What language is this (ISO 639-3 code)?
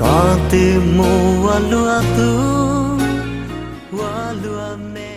hmn